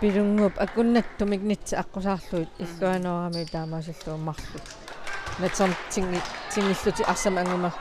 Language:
Kalaallisut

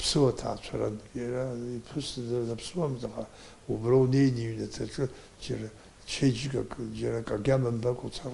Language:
Abkhazian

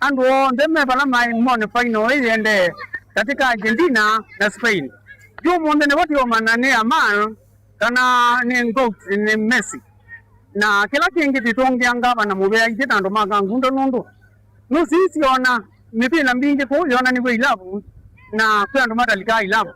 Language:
Kamba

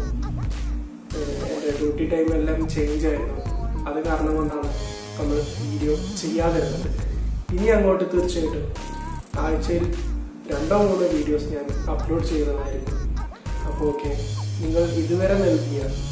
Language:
Malayalam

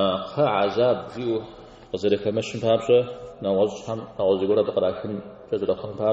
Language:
Kabardian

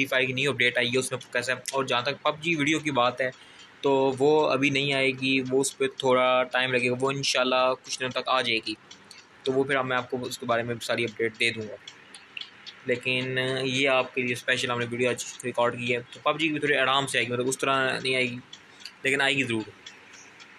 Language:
Hindi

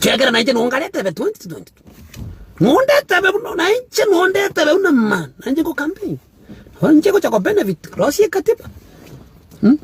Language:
Gusii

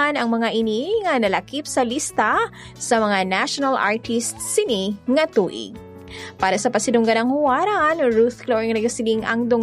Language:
Hiligaynon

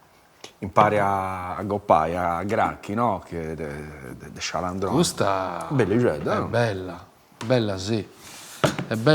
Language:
Sardinian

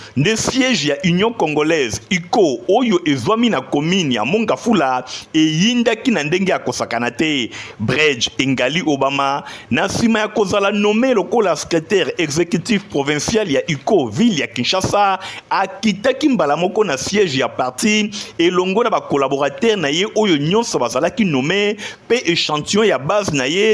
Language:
Lingala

